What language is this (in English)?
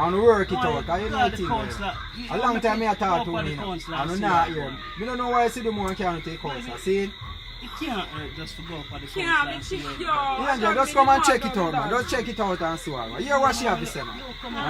Jamaican Creole English